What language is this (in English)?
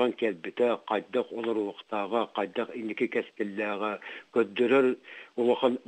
Yakut